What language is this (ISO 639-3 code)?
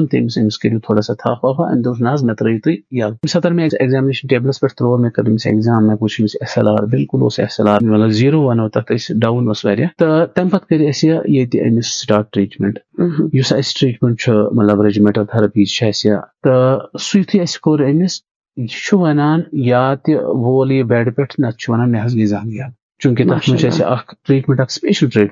kas